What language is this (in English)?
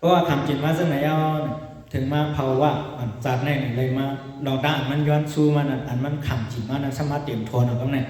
Shan